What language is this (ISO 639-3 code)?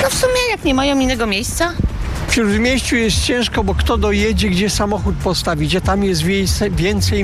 pol